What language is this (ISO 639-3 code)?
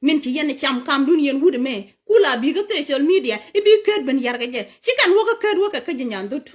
nus